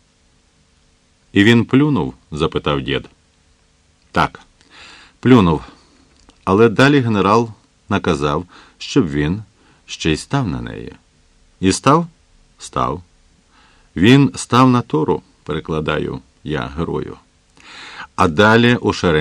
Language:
Ukrainian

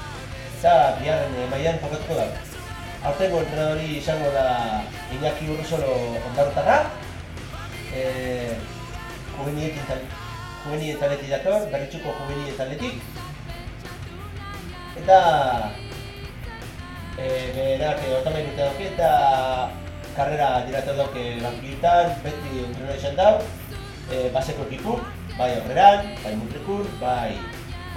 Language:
Basque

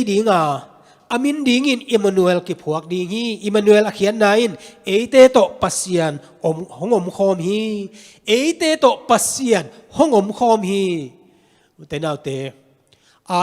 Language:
Tedim Chin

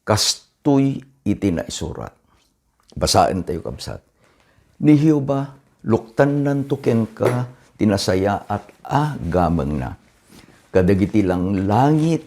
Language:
Iloko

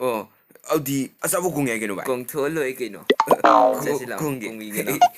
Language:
Manipuri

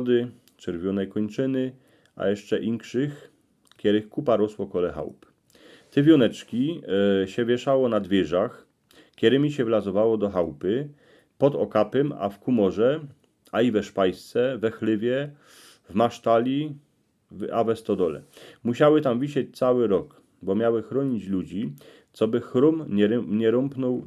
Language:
Silesian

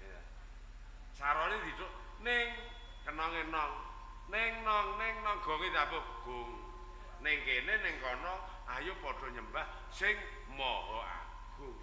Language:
Javanese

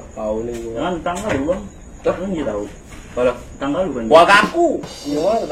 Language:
Betawi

